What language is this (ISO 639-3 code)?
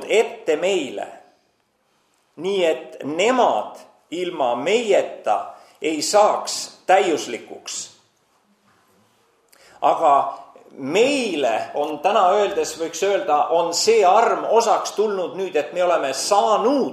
est